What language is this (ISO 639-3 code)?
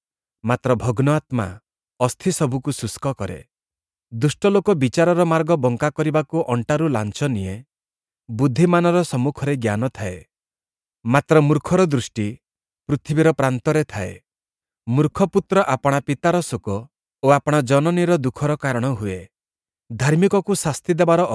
ori